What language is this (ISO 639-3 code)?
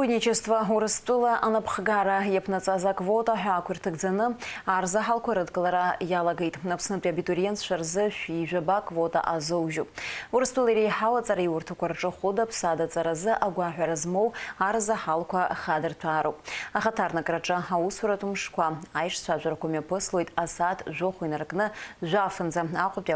abk